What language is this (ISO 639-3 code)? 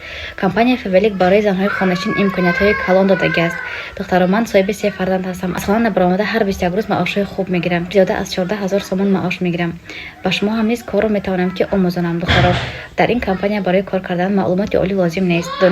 tgk